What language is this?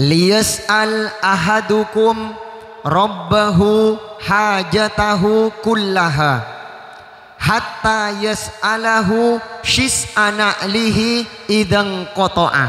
Madurese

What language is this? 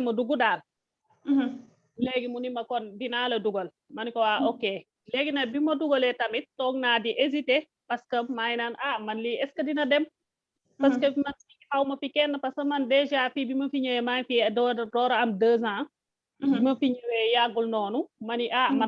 Wolof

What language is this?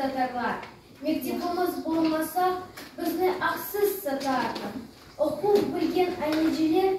Crimean Tatar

